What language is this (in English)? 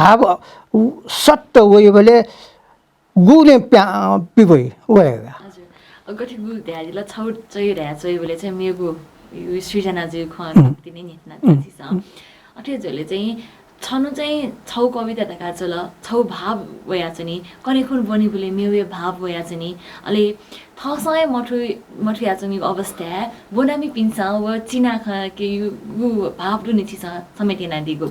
Newari